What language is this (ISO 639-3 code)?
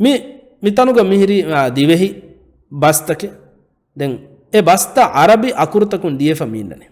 div